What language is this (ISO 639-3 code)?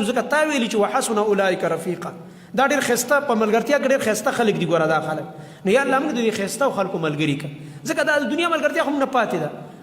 pus